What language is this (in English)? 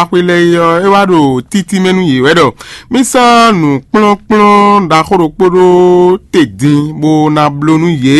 Fon